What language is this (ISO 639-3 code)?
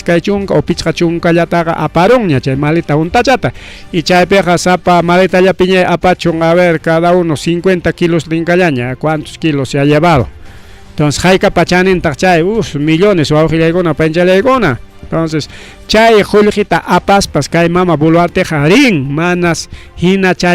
quy